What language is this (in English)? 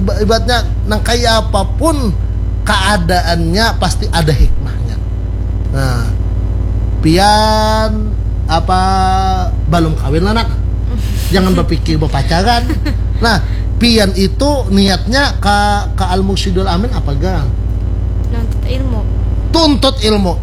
Banjar